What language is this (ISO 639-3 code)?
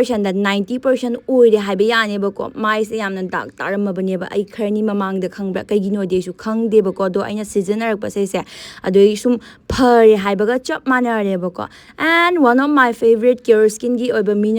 mni